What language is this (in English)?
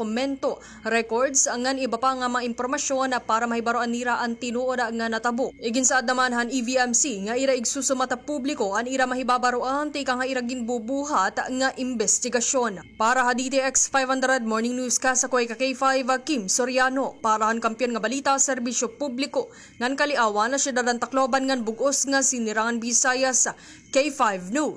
Waray